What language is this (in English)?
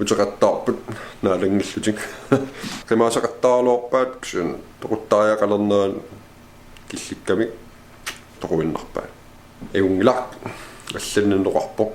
Kalaallisut